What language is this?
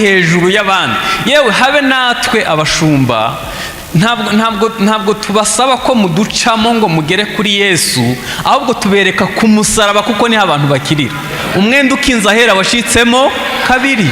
Kinyarwanda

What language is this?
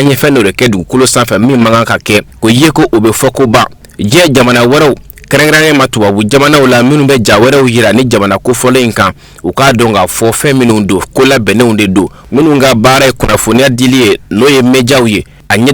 Bambara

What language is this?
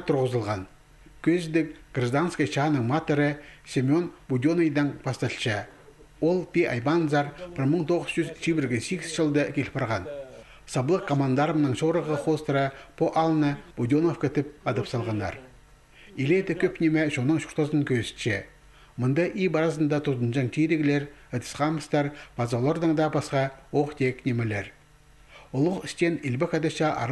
Khakas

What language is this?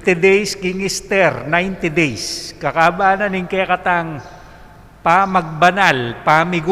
Pampanga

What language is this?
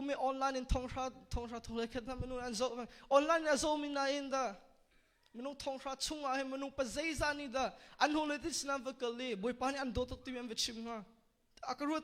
Hakha Chin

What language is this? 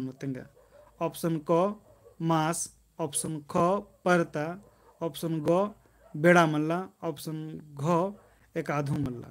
Kurukh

